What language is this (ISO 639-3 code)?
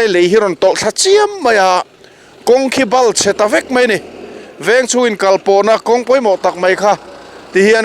lus